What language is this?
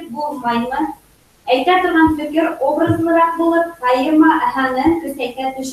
Bashkir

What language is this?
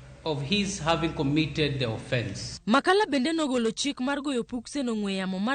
Luo (Kenya and Tanzania)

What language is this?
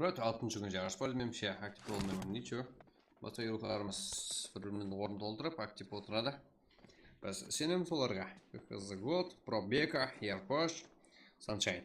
Kara-Kalpak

